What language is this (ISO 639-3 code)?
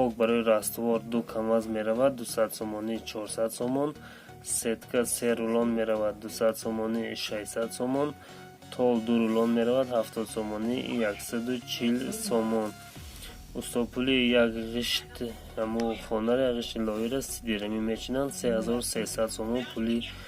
tgk